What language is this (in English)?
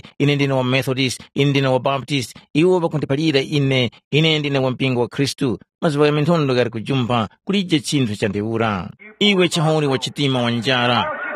Tumbuka